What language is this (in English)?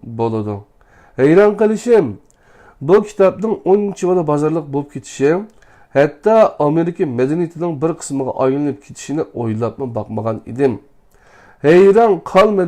Uyghur